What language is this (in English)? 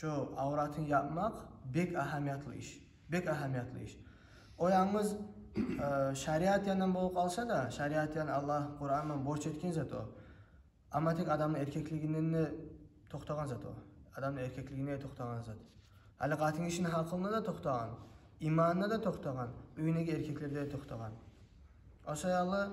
Kumyk